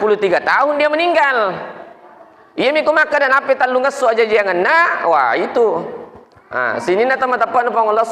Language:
Buginese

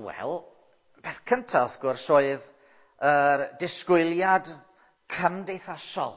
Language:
Welsh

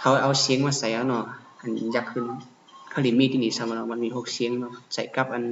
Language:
Shan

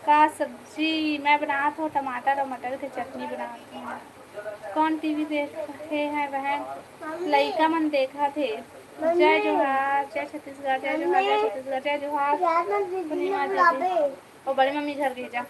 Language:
Chhattisgarhi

